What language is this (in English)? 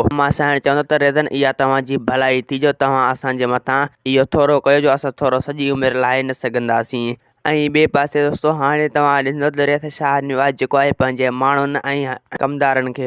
Sindhi